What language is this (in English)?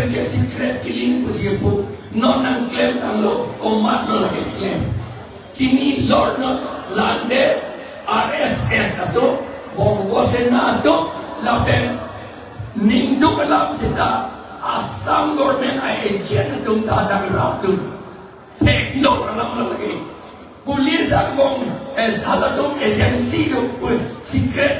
Karbi